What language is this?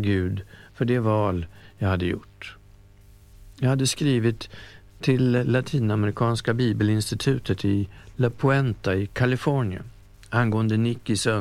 Swedish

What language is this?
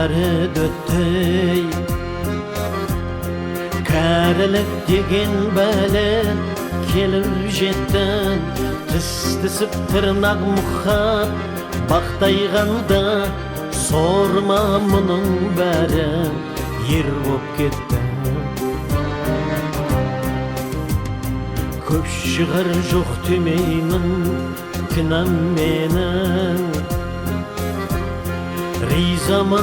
Kazakh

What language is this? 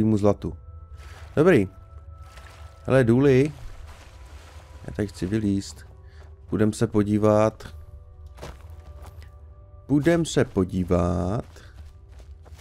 Czech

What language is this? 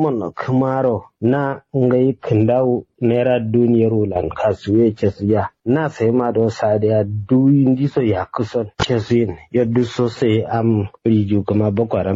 Kanuri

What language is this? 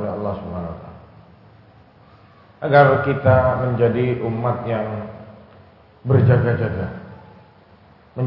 Indonesian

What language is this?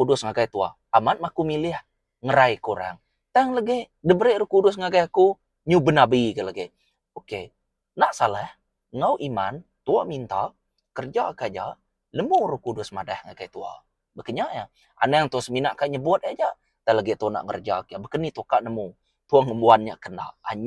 Iban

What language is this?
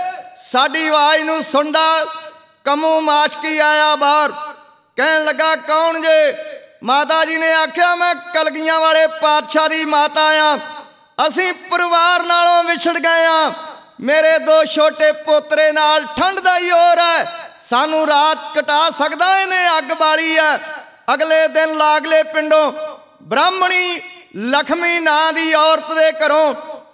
Punjabi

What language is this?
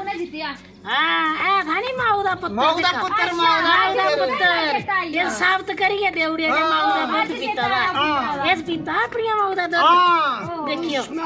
Dogri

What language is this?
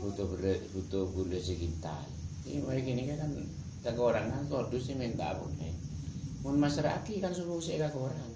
Madurese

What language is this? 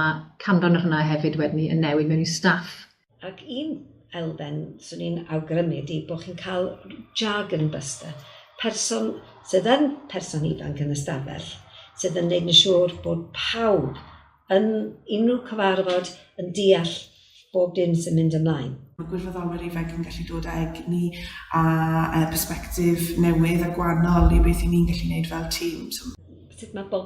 Welsh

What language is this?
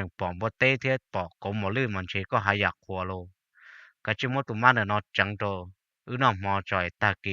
Hmong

